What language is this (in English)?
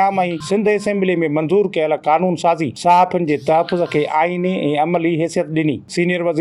Sindhi